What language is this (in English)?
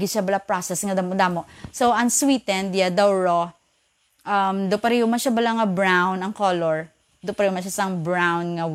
Hiligaynon